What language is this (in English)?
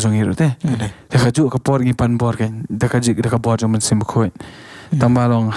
Khasi